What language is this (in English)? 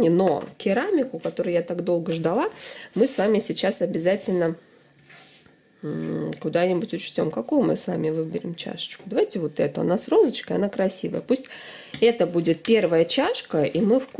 Russian